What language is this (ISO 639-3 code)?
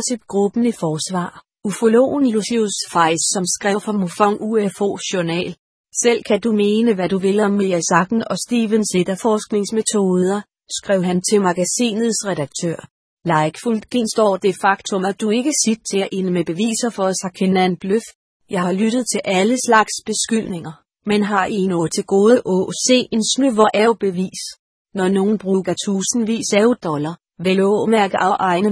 dan